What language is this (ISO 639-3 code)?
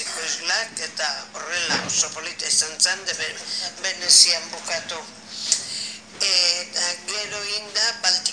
eus